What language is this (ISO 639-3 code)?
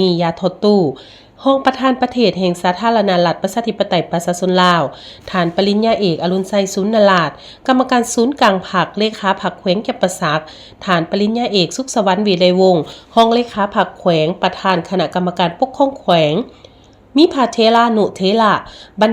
lao